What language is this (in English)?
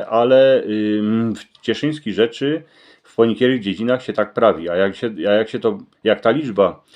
Silesian